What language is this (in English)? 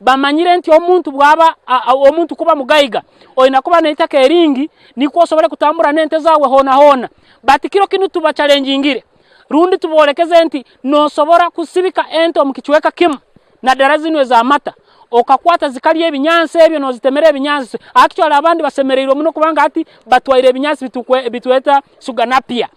Nyankole